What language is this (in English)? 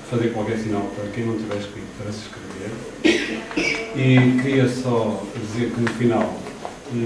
Portuguese